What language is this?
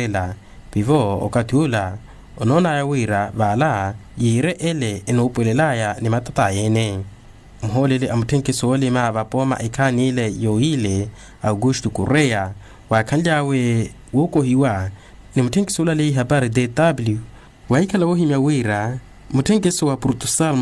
Makhuwa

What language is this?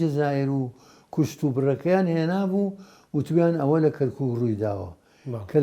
Central Kurdish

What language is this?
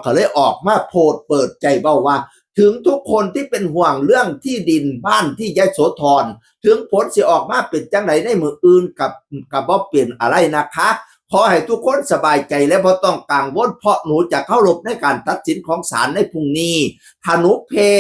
Northeastern Thai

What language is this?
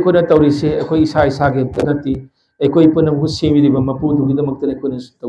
Manipuri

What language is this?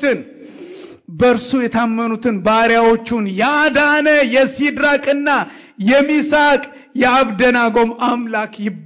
Amharic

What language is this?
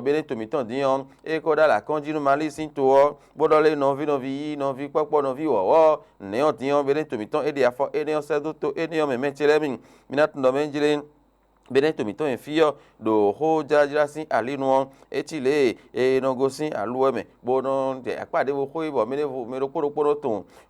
Fon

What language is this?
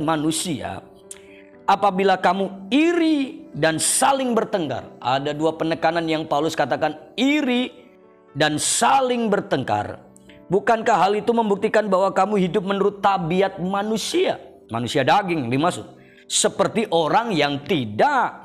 Indonesian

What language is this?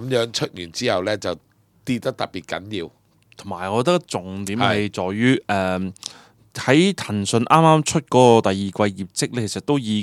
Cantonese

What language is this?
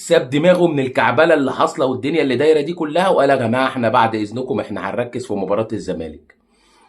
Egyptian Arabic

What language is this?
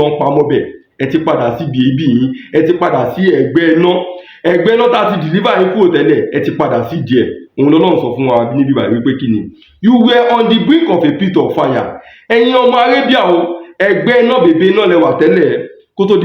Yoruba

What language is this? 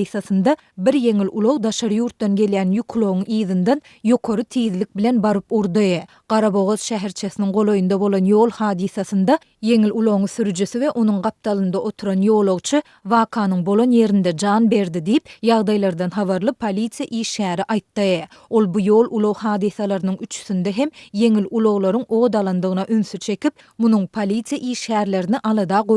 Turkmen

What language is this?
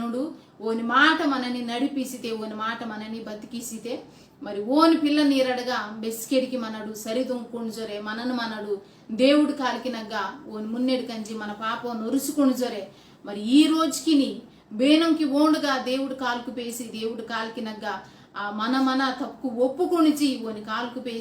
Koya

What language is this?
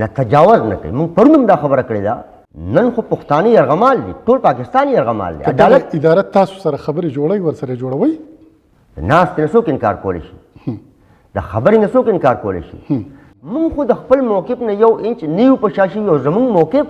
Pashto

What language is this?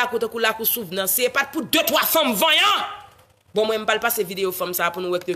Haitian Creole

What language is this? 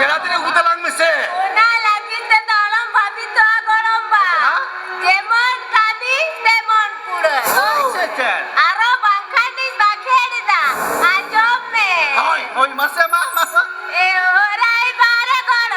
Santali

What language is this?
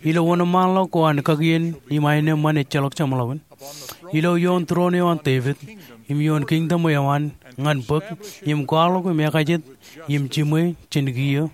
Marshallese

